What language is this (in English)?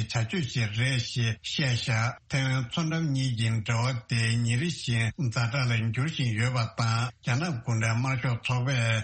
Tibetan